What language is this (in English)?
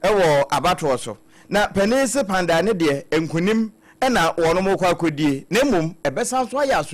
Akan